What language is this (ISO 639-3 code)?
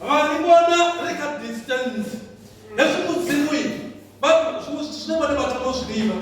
ven